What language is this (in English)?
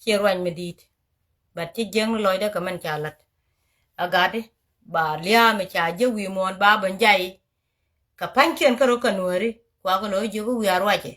Nuer